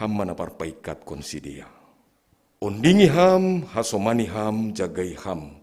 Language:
Batak Simalungun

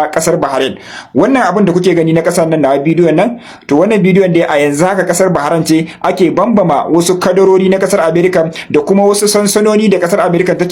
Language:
Hausa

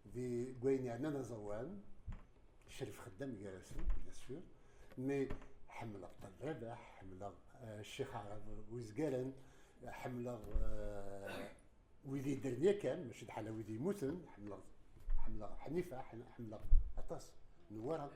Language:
Kabyle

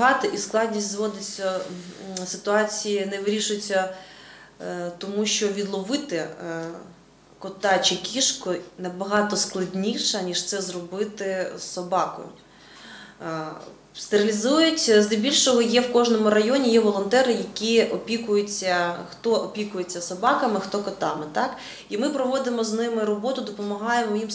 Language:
Ukrainian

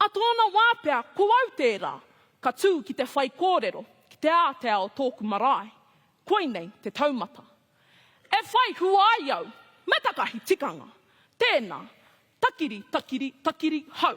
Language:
Māori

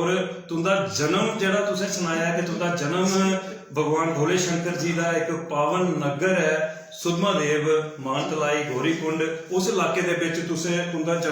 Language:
Dogri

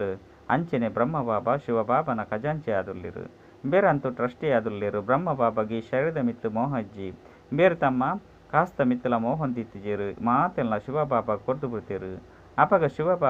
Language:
Tulu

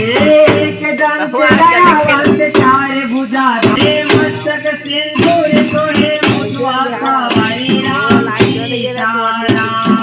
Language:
Chhattisgarhi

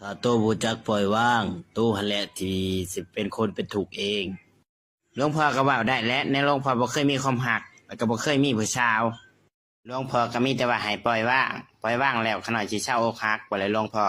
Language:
Northeastern Thai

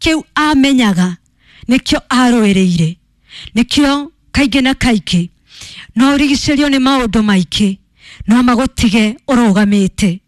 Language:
Kikuyu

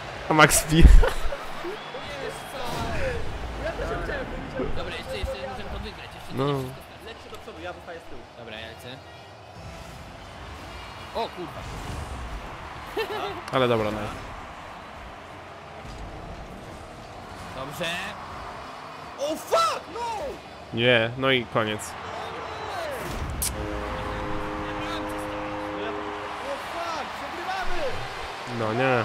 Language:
Polish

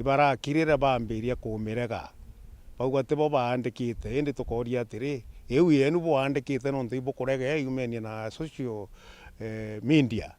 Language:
Meru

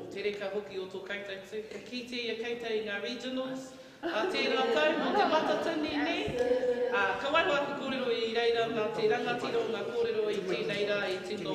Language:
Māori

